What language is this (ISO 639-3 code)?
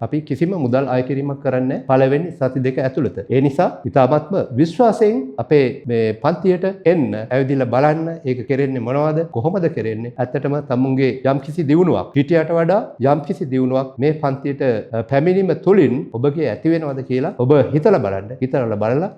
sin